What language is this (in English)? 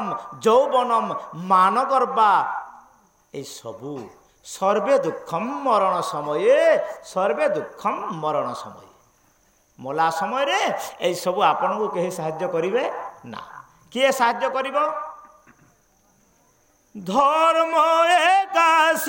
Odia